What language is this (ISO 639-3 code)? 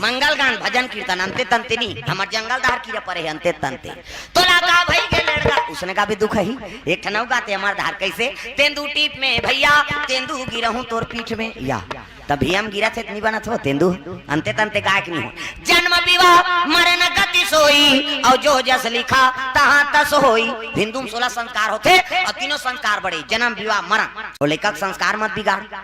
hne